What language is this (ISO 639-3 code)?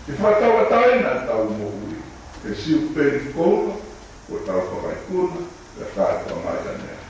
ton